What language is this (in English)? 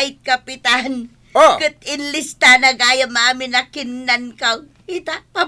Iloko